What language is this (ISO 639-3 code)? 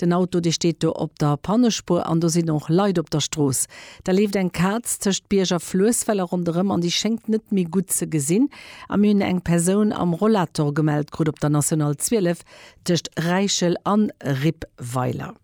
ltz